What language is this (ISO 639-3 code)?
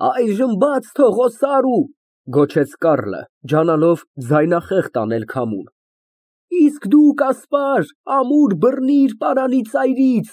hye